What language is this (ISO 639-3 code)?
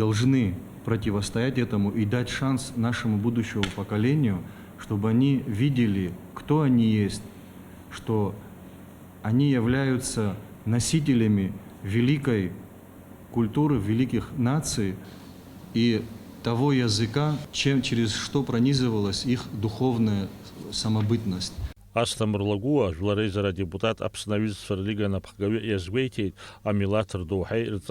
abk